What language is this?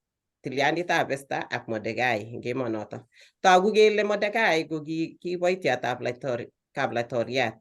Kalenjin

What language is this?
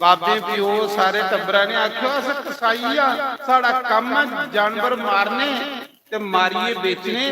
Dogri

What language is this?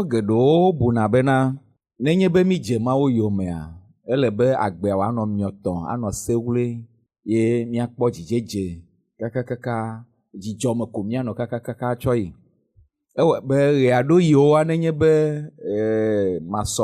Ewe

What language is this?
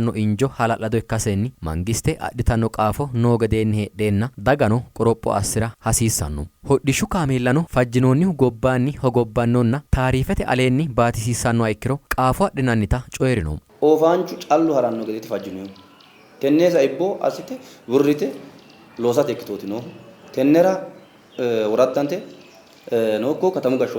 Sidamo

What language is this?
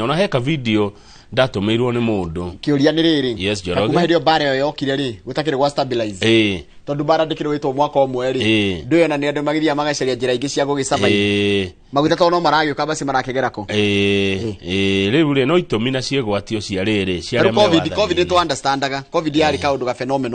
Kikuyu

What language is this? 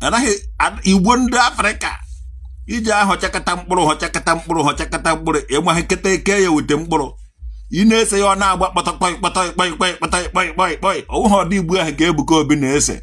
Igbo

